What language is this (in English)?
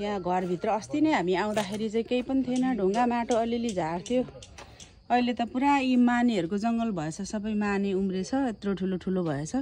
Nepali